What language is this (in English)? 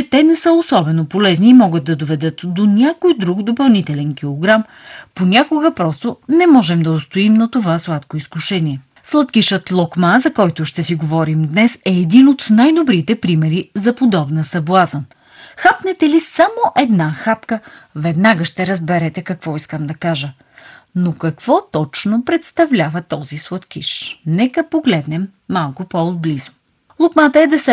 Bulgarian